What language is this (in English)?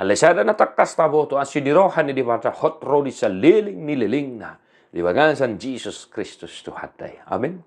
Batak Toba